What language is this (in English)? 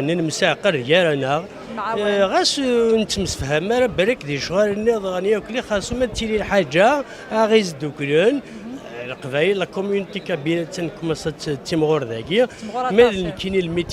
Kabyle